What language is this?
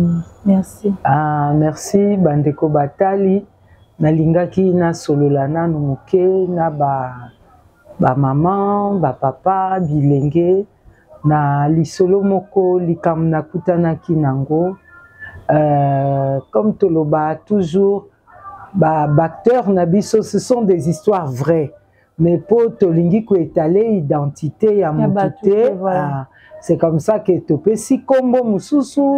Lingala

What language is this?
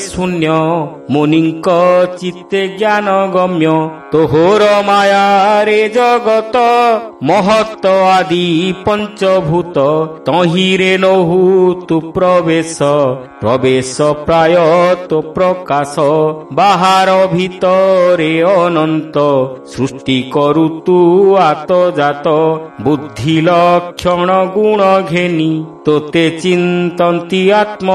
Odia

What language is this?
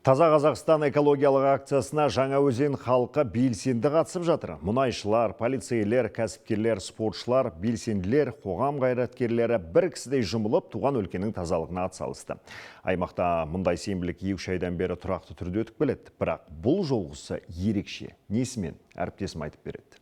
Kazakh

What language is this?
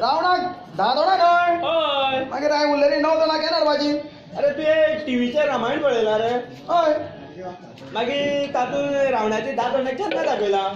Konkani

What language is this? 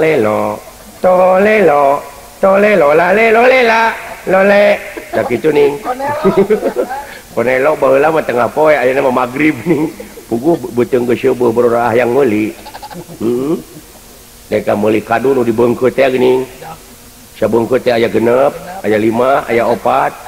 Sundanese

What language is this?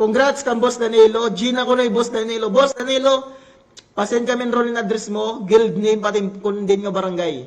Waray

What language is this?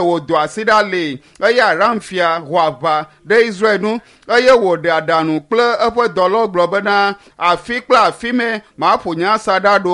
Ewe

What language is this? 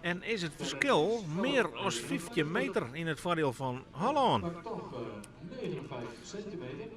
Western Frisian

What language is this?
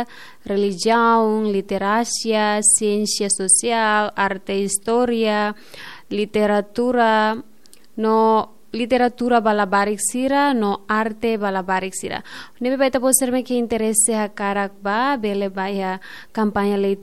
Tetum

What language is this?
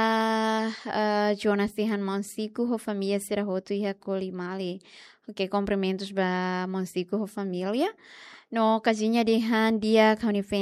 Tetum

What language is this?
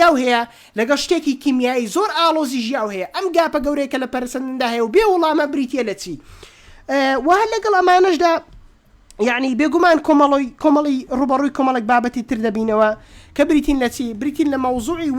Central Kurdish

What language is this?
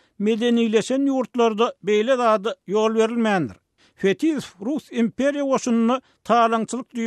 Turkmen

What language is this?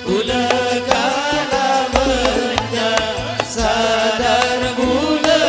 Madurese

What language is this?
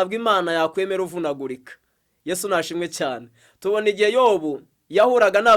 Kinyarwanda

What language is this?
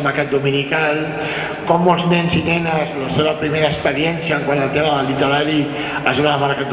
Catalan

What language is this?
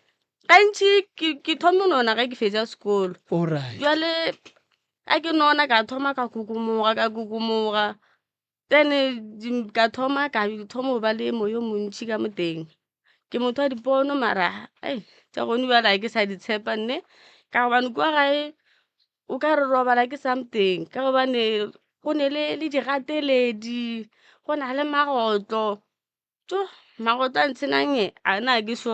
Northern Sotho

